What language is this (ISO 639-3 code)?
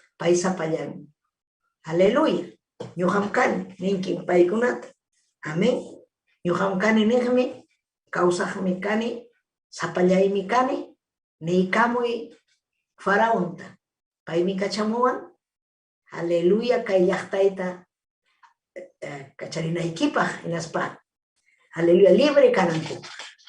quy